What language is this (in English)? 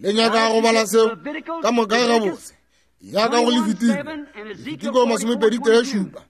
Northern Sotho